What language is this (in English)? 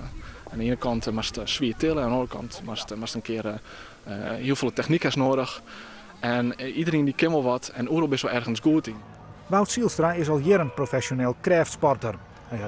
Western Frisian